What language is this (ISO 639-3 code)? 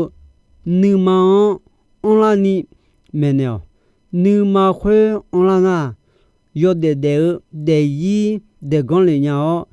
ahk